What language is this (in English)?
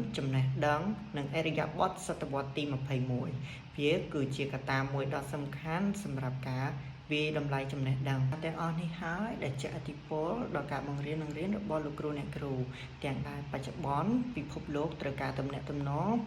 Khmer